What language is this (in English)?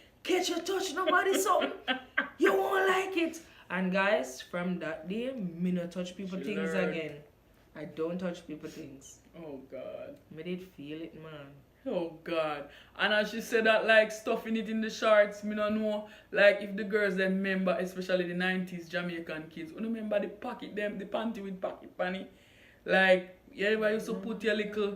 Jamaican Creole English